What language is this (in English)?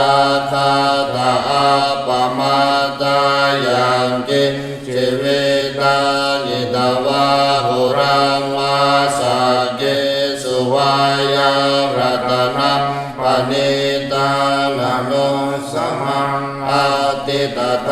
Pali